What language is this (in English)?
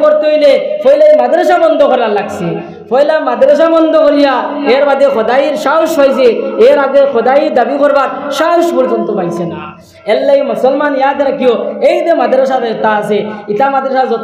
Sylheti